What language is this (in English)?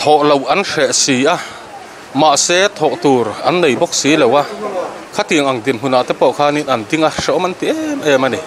Mizo